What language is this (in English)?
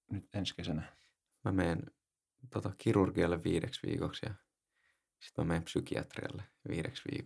Finnish